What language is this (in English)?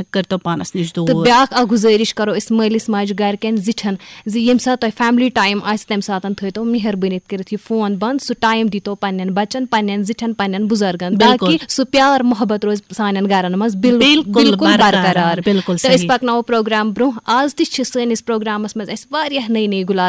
Kashmiri